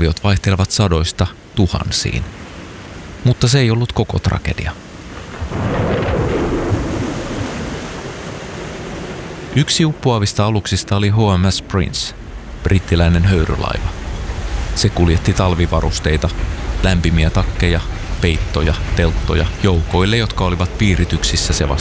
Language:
Finnish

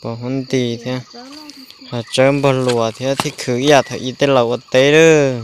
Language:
Hmong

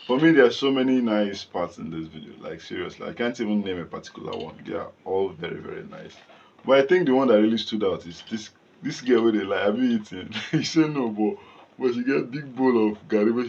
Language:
Nigerian Pidgin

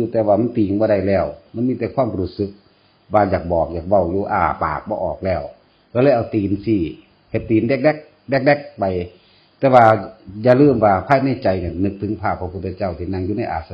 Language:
Northeastern Thai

